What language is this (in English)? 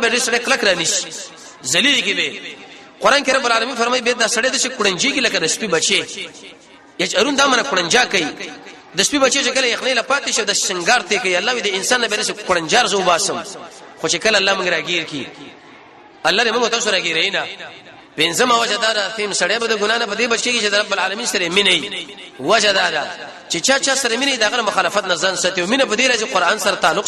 Pashto